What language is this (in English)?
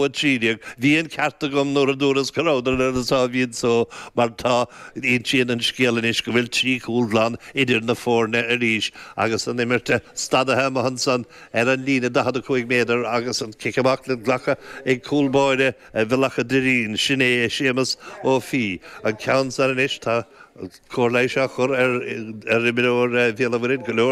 Irish